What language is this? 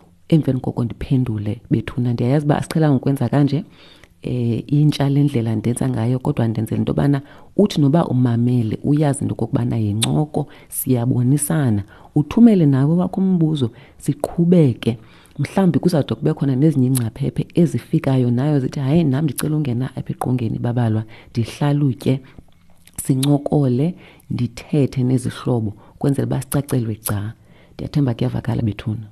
Xhosa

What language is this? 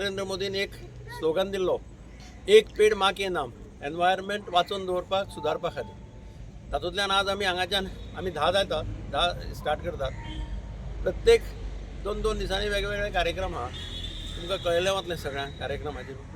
Konkani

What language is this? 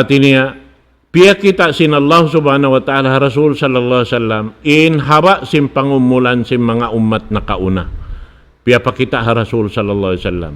Tausug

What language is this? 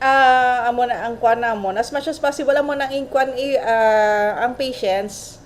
Hiligaynon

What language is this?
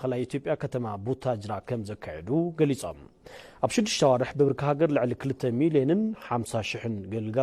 Tigrinya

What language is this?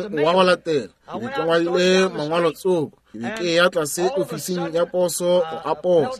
Northern Sotho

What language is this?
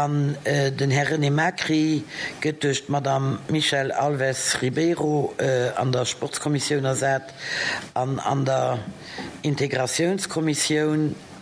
Luxembourgish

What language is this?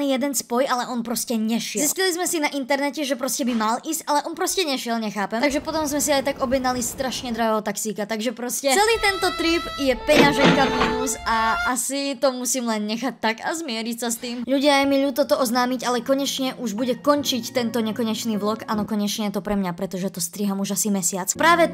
Slovak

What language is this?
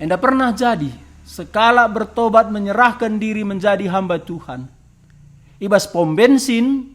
Batak Karo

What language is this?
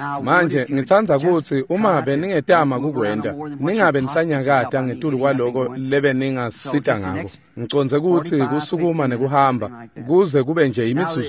Swati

